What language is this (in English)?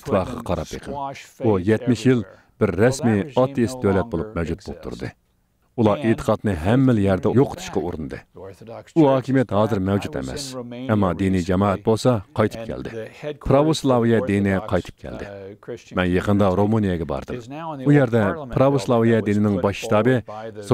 Uyghur